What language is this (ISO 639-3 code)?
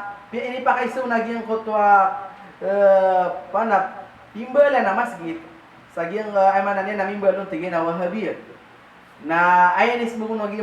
mrw